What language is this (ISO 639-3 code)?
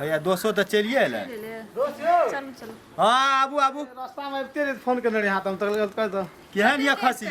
mai